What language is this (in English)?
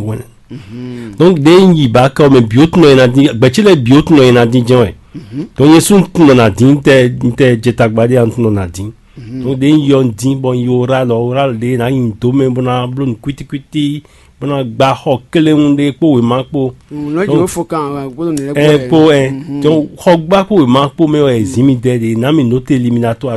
Fon